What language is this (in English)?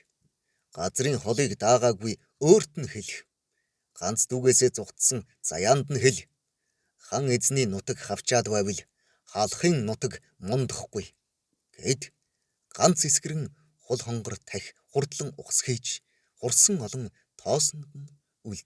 Mongolian